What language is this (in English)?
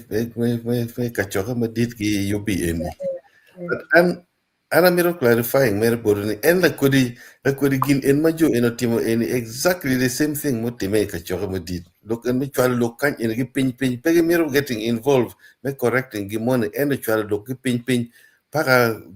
Acoli